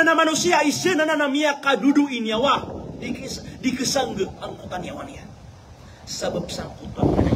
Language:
Maranao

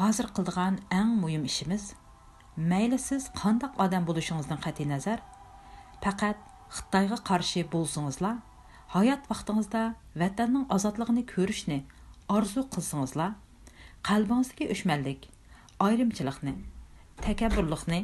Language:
Uyghur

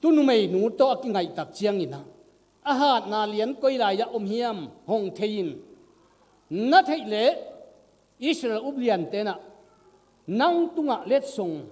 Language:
Tedim Chin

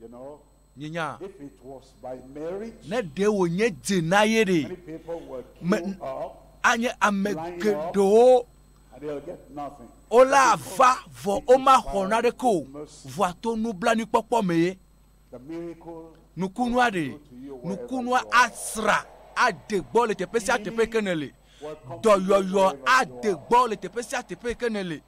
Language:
Ewe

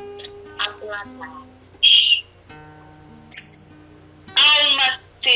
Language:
Portuguese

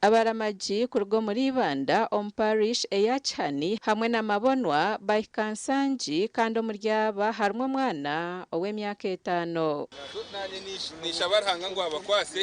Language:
Nyankole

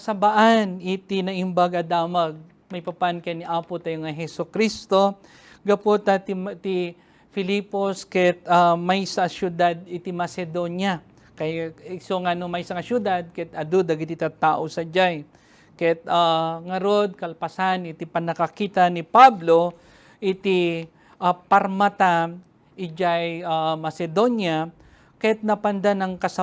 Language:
Iloko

